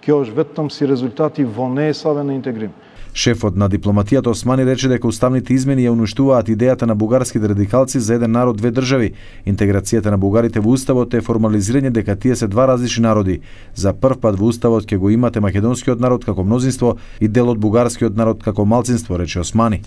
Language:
Macedonian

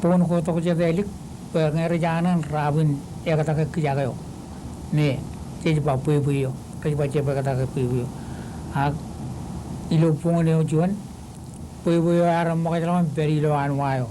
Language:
Marshallese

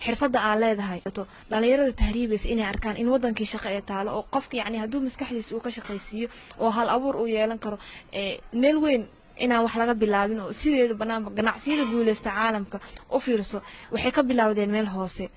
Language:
Somali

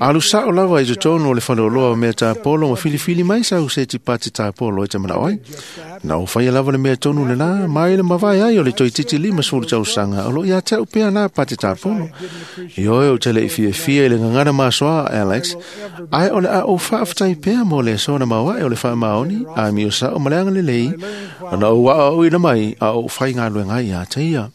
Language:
Samoan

